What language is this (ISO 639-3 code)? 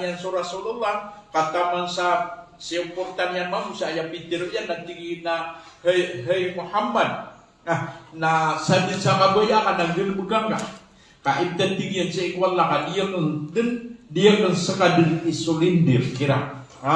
mrw